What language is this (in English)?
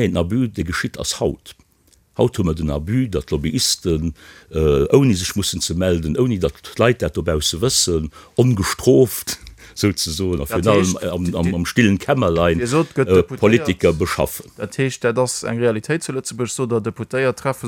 Luxembourgish